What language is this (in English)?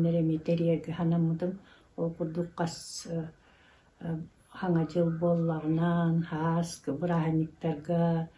Yakut